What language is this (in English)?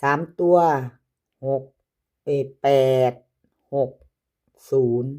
Northeastern Thai